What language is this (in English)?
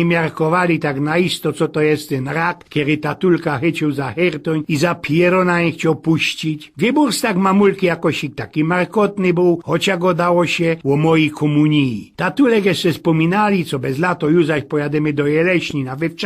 Silesian